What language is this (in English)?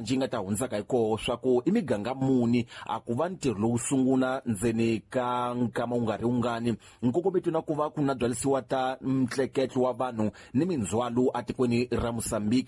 Tsonga